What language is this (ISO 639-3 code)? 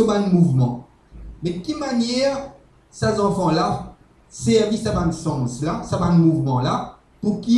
mfe